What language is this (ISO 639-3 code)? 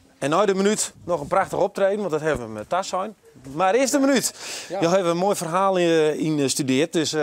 fry